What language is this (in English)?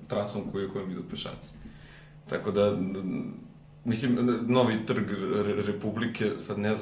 Serbian